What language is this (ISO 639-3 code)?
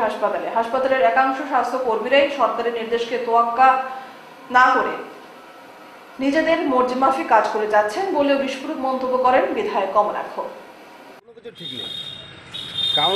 ben